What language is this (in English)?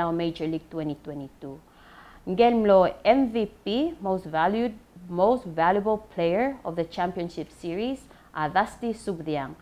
Palauan